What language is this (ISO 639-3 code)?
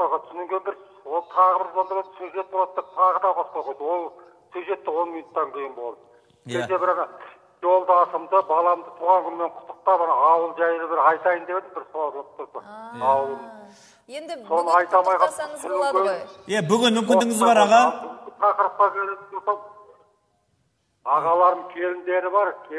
kaz